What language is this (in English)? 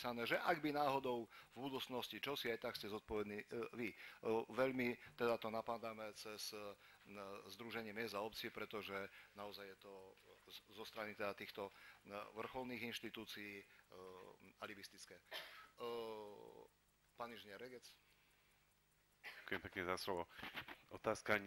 Slovak